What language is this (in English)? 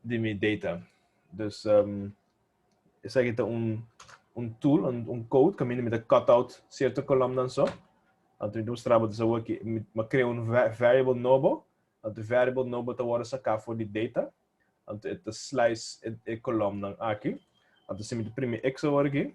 Papiamento